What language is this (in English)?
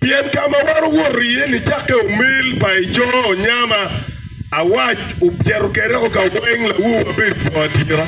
Acoli